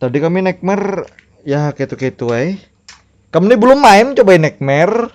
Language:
Banjar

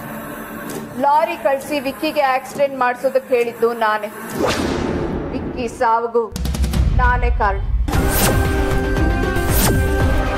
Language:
Kannada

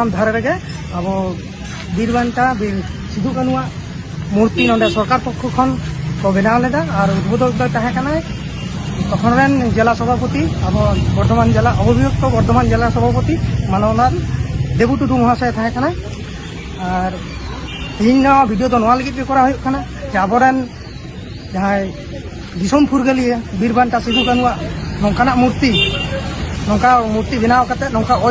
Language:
Santali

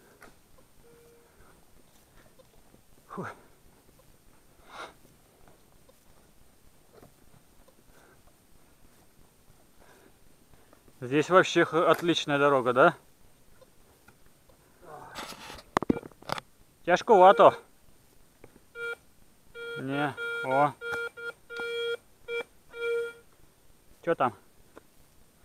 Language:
Russian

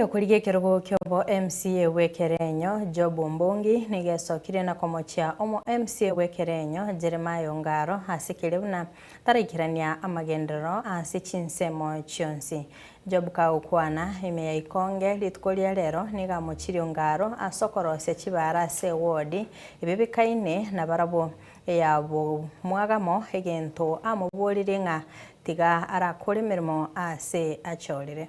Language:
Gusii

